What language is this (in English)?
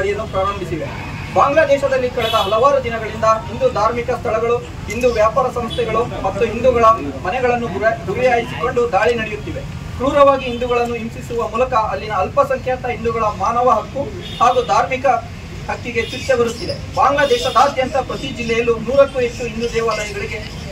Kannada